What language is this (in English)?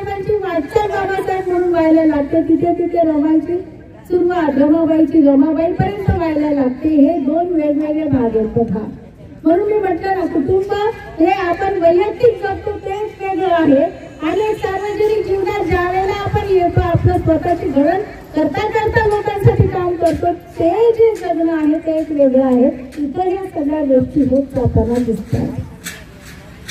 Marathi